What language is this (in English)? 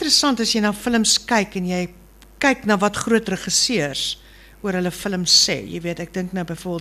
Afrikaans